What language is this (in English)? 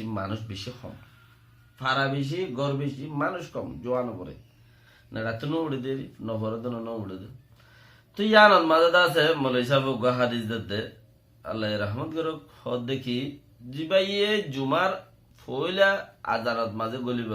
Rohingya